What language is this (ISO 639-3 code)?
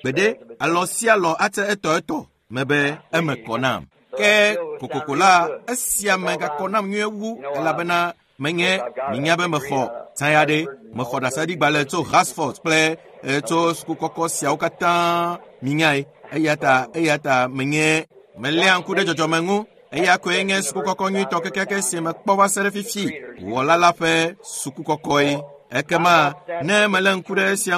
ewe